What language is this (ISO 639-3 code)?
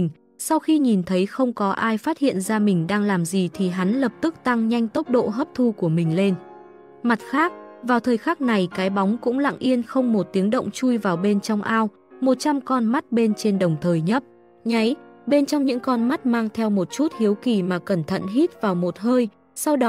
vie